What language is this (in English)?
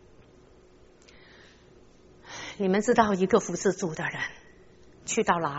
Chinese